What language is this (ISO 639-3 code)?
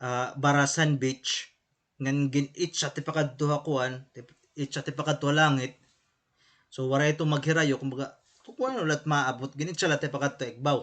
war